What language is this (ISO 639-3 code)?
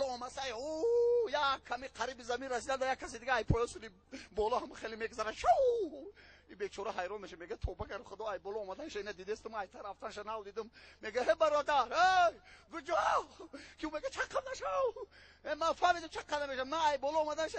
tgk